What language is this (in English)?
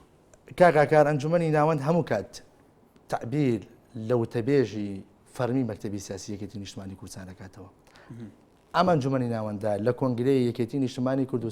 Central Kurdish